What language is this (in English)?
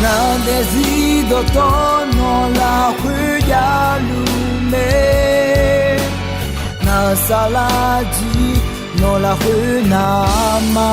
Akha